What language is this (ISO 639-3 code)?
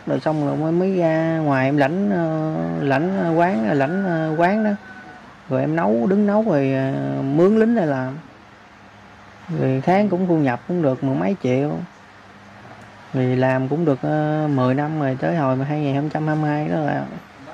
vie